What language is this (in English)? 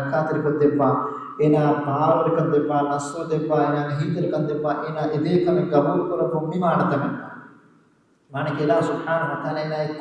Divehi